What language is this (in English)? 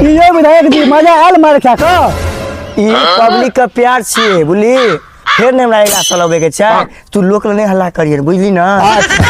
Maithili